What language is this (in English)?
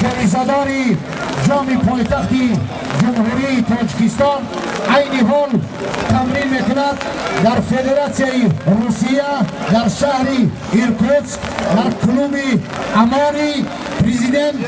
Tajik